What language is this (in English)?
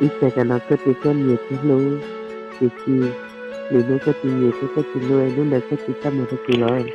Hmong